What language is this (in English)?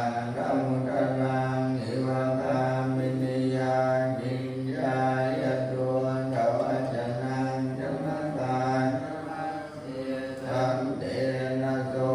Pali